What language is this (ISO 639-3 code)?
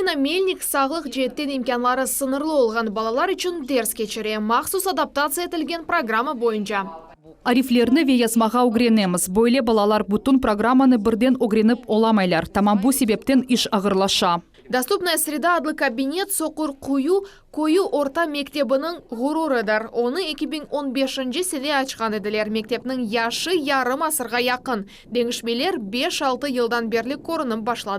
crh